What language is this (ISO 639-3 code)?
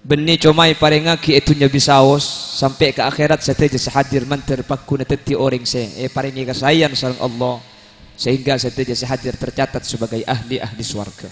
mad